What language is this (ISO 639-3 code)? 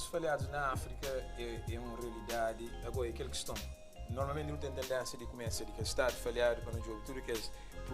kea